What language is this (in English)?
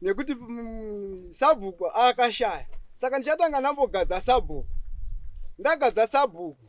Shona